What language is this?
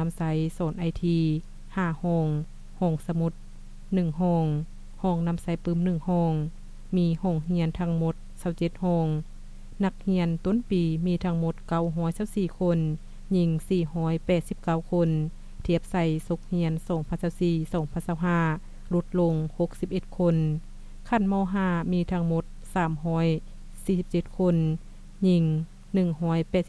Lao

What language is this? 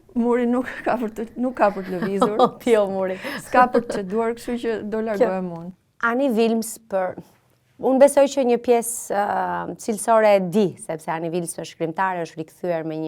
Albanian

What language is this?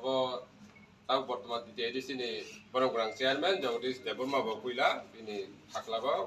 Kok Borok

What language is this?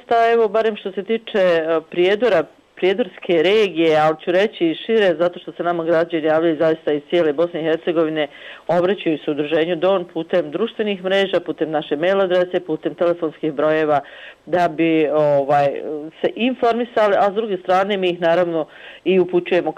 Bosnian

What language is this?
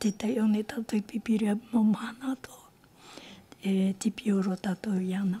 Tahitian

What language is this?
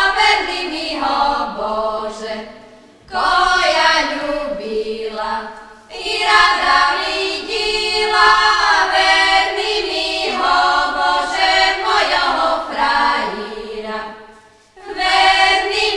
Rusyn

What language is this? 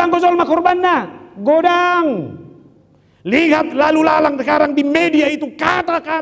Batak Toba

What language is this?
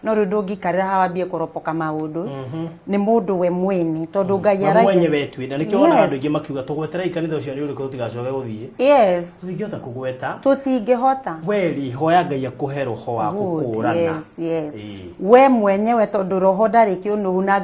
Kikuyu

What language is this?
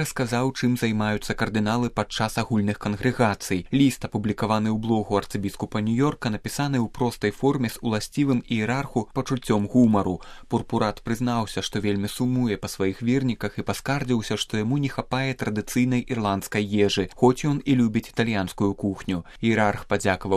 Belarusian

